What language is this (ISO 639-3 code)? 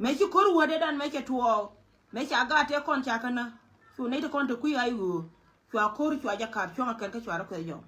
nus